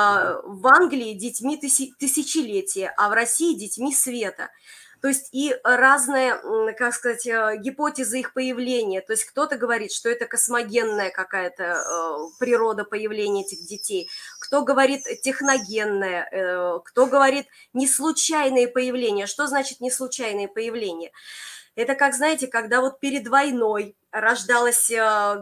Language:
Russian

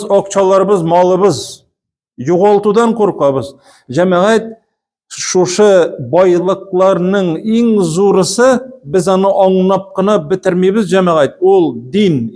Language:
Tatar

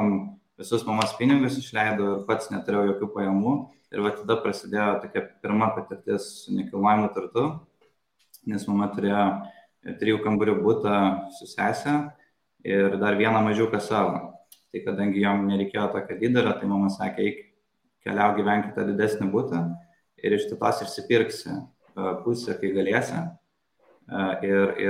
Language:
Lithuanian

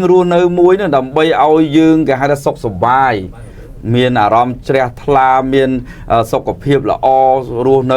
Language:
Khmer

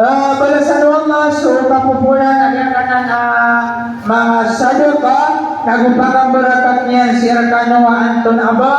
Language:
Maranao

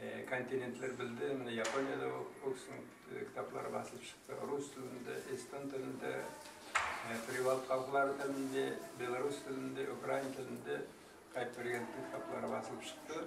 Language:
Kara-Kalpak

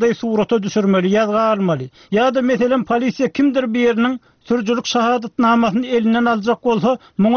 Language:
Turkmen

